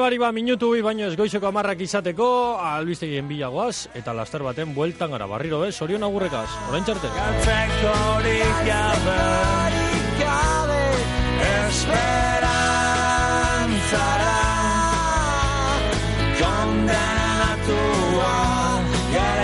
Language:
Basque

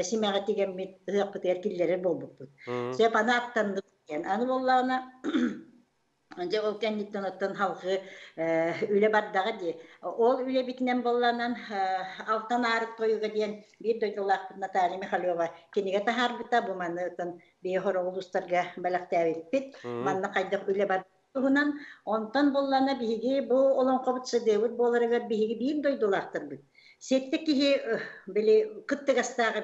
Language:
Yakut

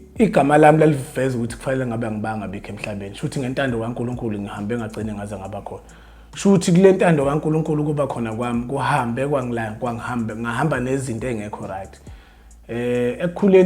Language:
Zulu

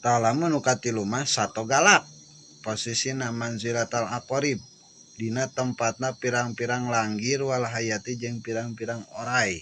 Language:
Sundanese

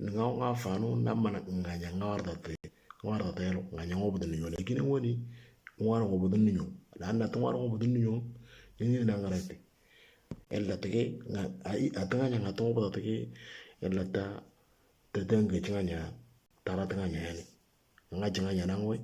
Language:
Moro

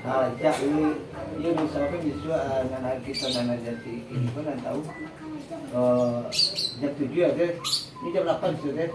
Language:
Minangkabau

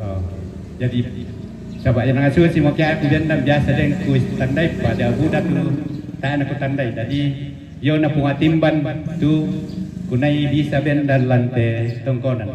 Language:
Toraja-Sa'dan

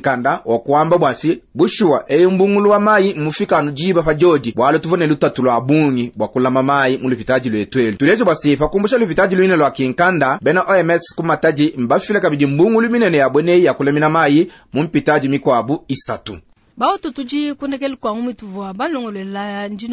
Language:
Luba-Lulua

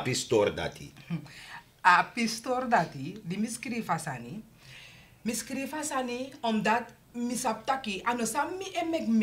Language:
Sranan Tongo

